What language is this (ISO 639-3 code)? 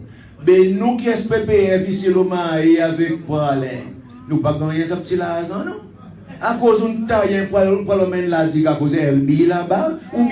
crs